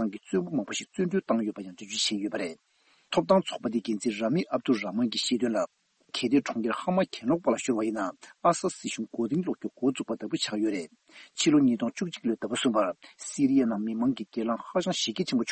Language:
Tibetan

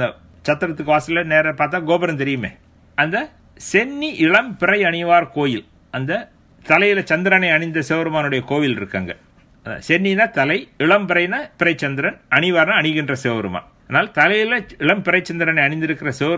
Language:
Tamil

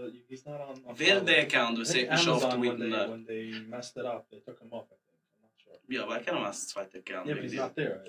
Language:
Yiddish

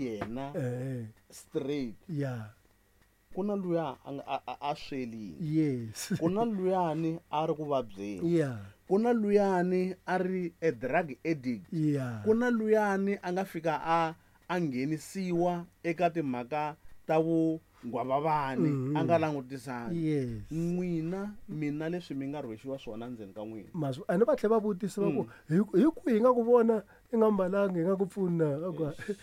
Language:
Tsonga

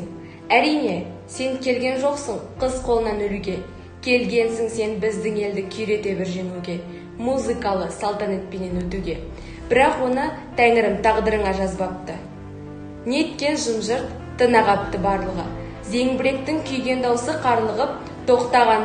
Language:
Kazakh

